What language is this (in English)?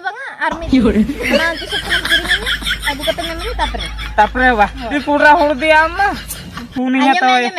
Santali